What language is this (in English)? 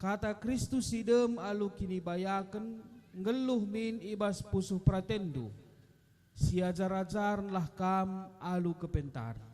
Batak Karo